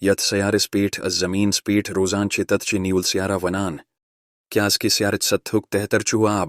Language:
Kashmiri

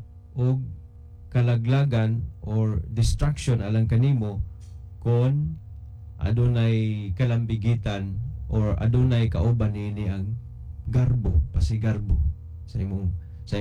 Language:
Cebuano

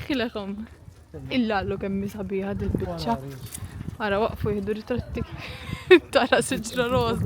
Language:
Maltese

